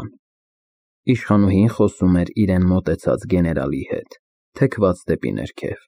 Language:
Armenian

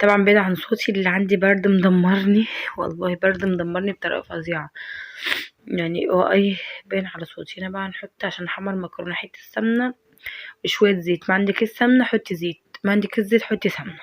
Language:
Egyptian Arabic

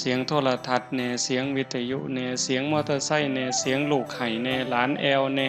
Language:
Northeastern Thai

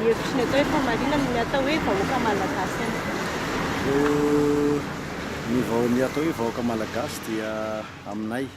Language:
Malagasy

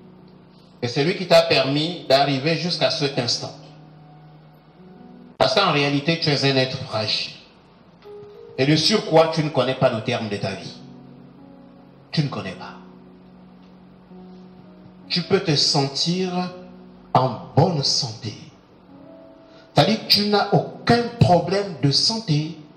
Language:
French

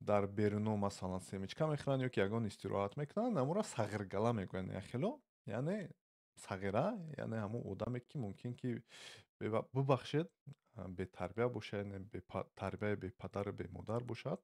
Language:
Tajik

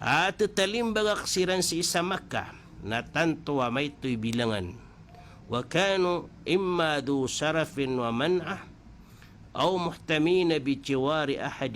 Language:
Maranao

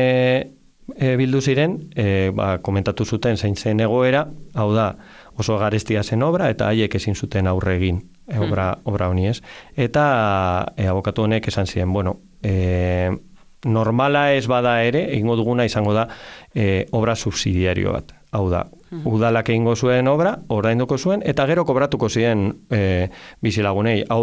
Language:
Basque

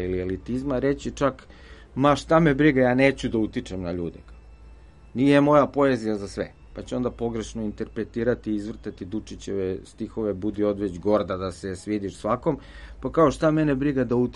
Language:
Serbian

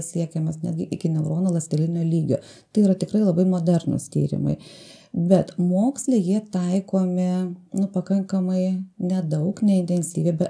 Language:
Lithuanian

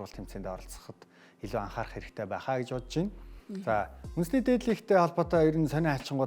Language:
Mongolian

